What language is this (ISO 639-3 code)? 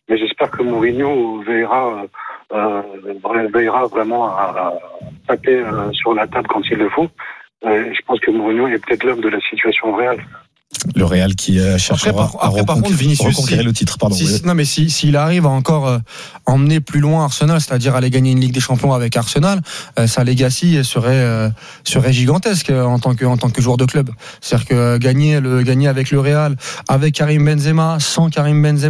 fra